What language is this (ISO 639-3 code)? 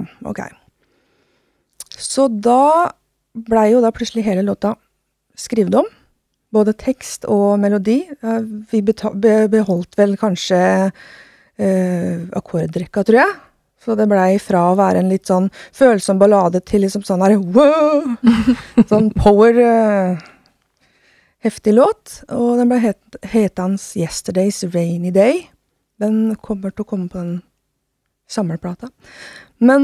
nor